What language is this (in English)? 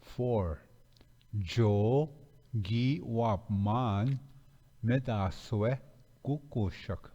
Ojibwa